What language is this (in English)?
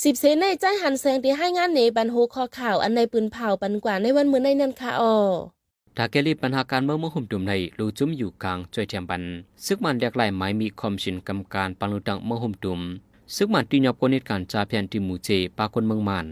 Shan